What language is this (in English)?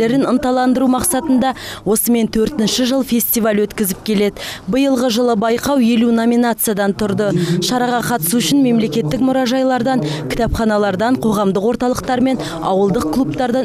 Kazakh